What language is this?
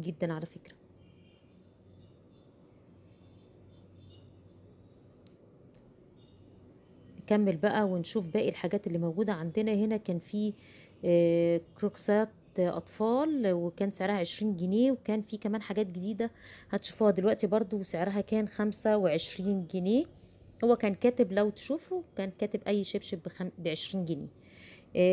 Egyptian Arabic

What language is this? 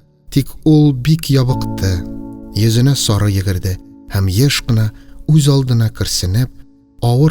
Tatar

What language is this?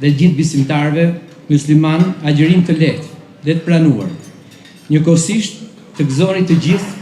Albanian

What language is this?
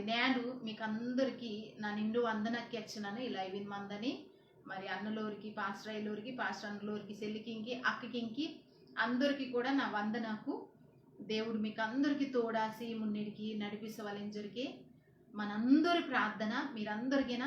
Koya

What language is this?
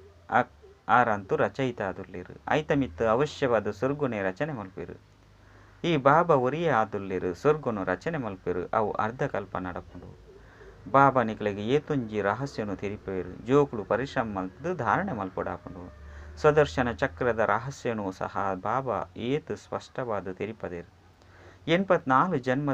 Tulu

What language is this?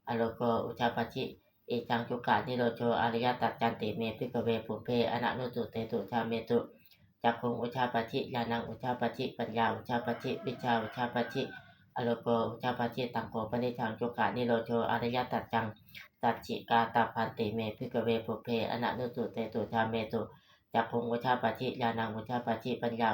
Pali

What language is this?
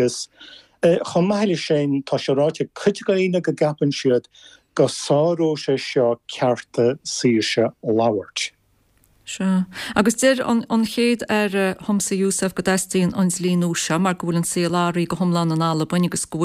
Irish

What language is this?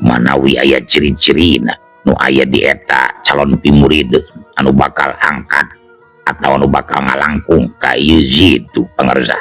Sundanese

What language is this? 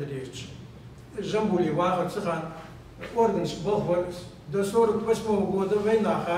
Ingush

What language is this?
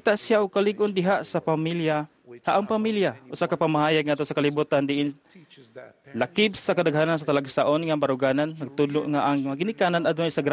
Cebuano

